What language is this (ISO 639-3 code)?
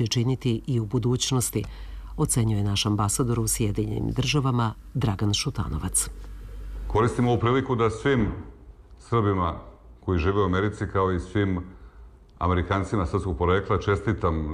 srp